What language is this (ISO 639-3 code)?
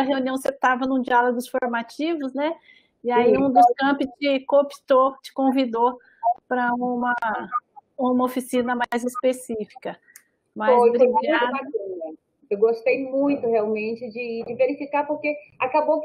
por